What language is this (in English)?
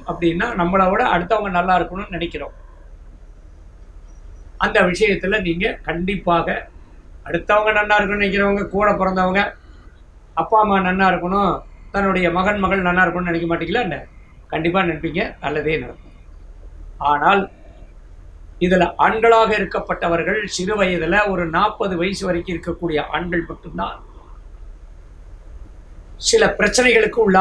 Tamil